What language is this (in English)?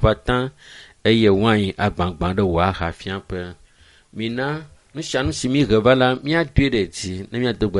Ewe